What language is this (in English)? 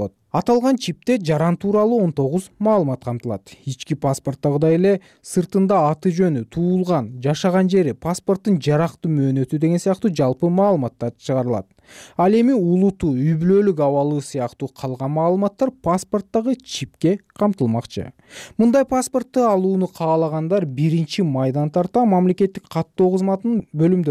Kyrgyz